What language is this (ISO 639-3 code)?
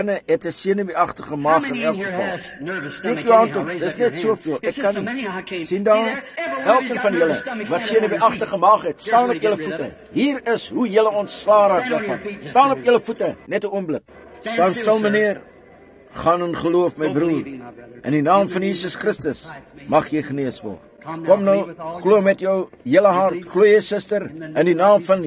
afr